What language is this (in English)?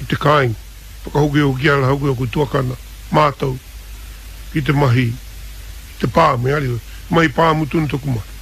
Māori